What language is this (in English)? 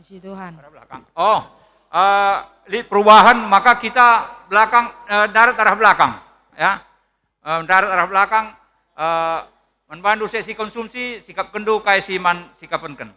Batak Karo